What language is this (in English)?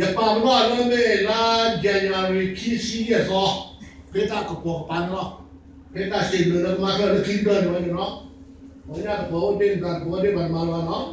S'gaw Karen